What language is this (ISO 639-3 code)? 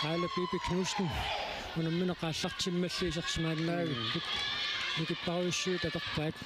kal